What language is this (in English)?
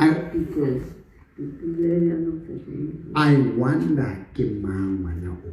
Southern Sotho